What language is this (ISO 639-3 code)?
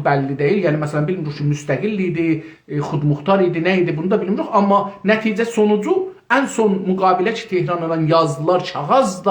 azb